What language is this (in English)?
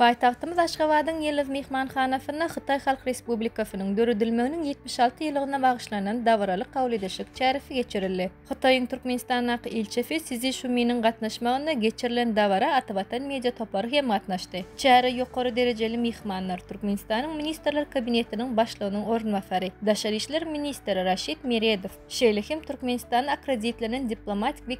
Turkmen